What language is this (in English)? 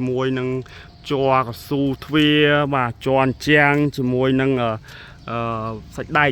Khmer